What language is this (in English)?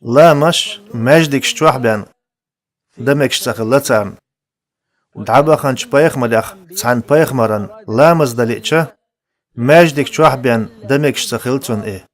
Chechen